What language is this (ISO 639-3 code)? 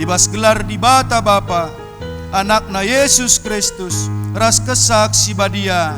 btx